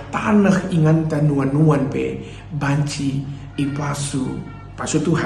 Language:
Batak Karo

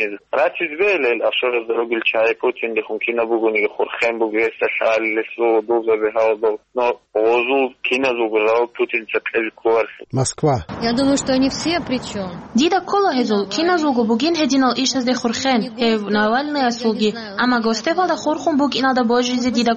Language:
Avaric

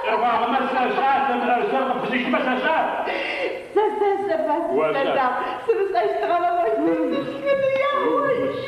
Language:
Adyghe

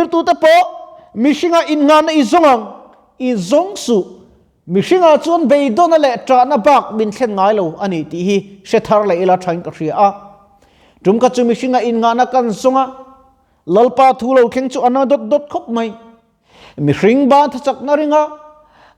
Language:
Mizo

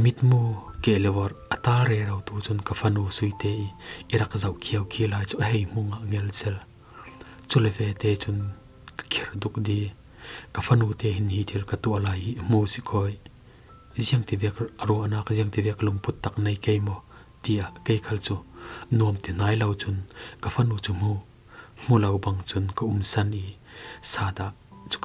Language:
Falam Chin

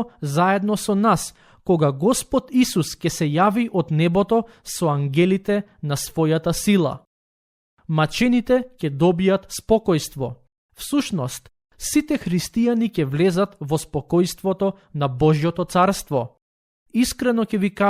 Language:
Macedonian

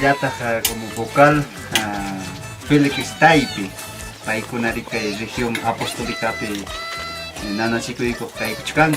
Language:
Ayacucho Quechua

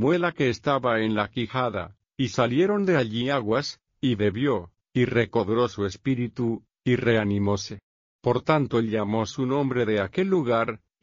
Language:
Spanish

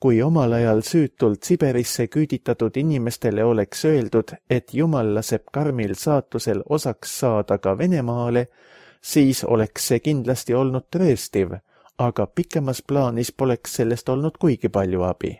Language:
Estonian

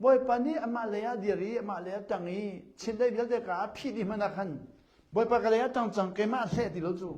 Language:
Hakha Chin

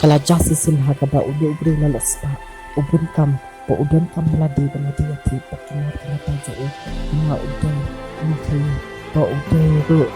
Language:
Khasi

